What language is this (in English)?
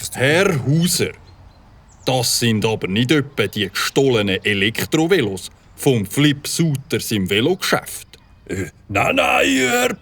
Swiss German